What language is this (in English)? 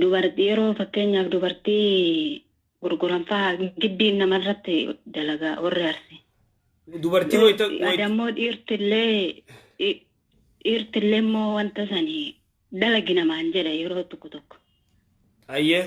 Oromo